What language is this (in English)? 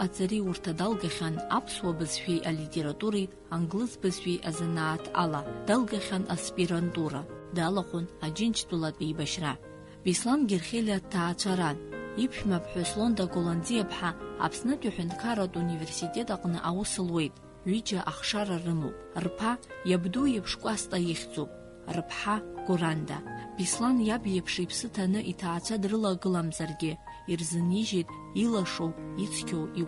Abkhazian